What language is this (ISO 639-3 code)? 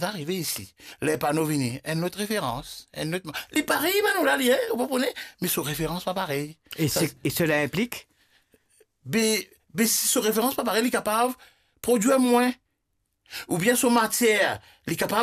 mfe